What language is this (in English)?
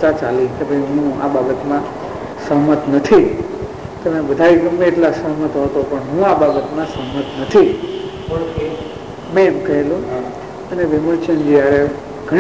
Gujarati